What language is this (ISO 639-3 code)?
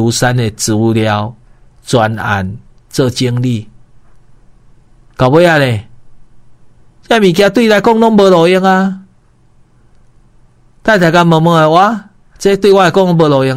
nan